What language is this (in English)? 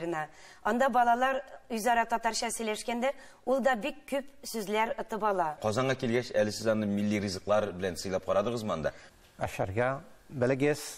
Tatar